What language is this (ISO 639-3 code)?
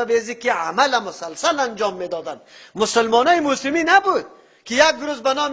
fas